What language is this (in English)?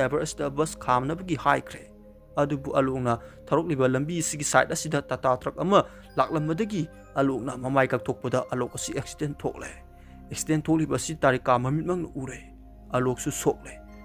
Manipuri